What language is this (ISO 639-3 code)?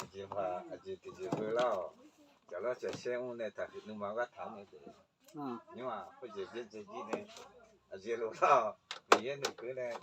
ahk